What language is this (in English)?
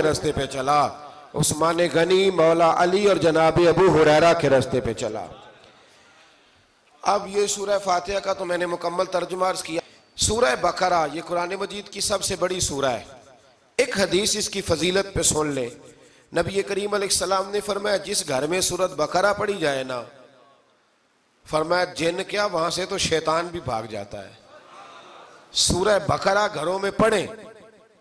Urdu